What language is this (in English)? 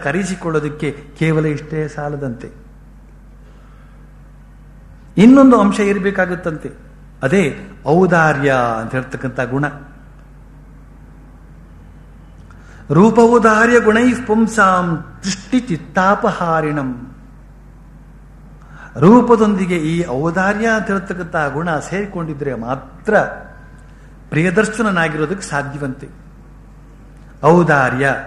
Kannada